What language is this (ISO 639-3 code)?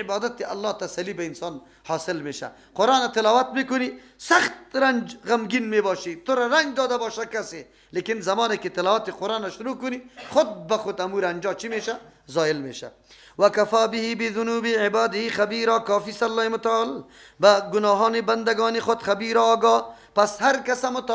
fas